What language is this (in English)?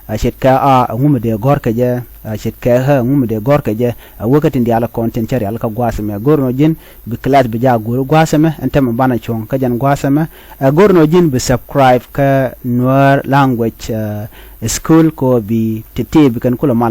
Nuer